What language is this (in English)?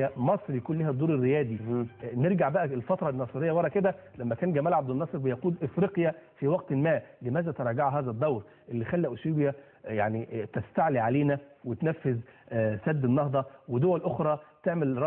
Egyptian Arabic